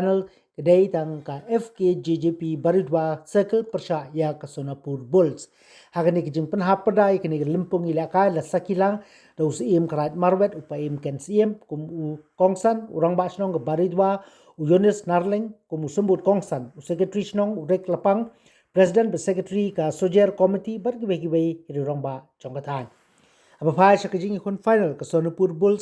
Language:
Khasi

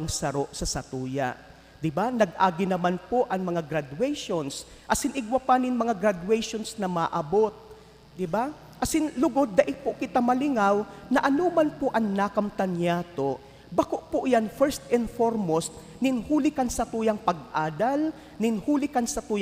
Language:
Bikol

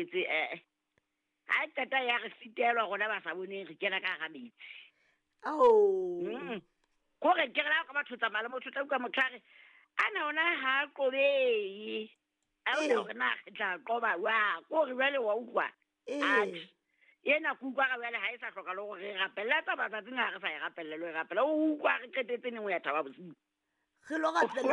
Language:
Southern Sotho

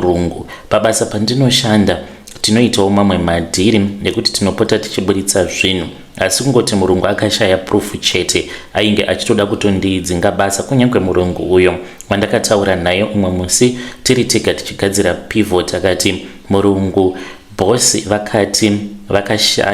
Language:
Shona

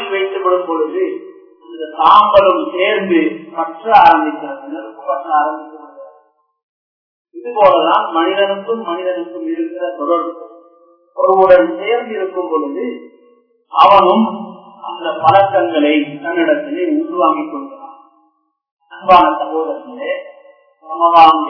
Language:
Tamil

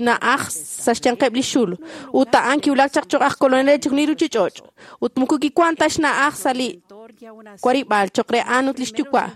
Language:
Kekchí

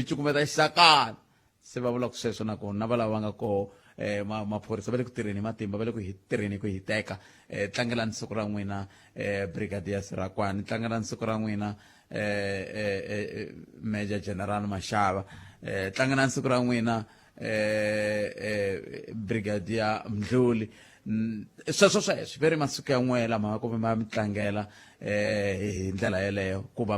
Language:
Tsonga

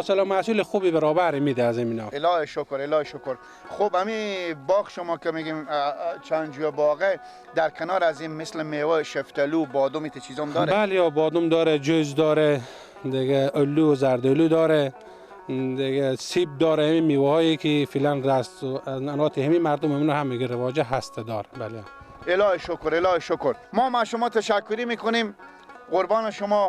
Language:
Persian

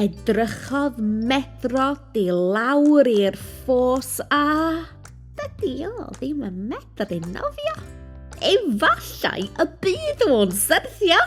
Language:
Welsh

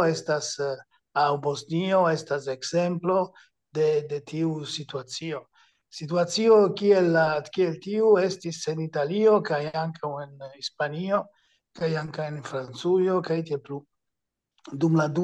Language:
Esperanto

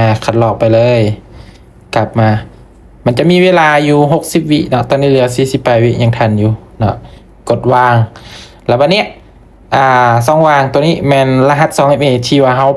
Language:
Lao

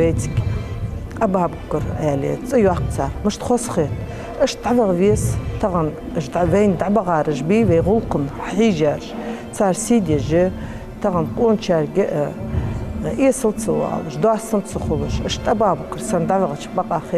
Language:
Ingush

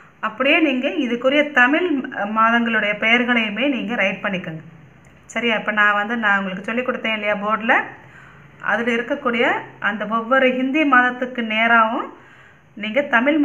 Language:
Tamil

